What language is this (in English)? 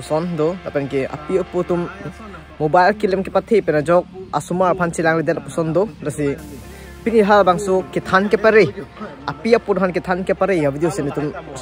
Karbi